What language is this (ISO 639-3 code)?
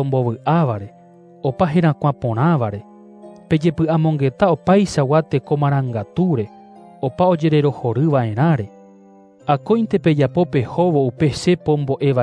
grn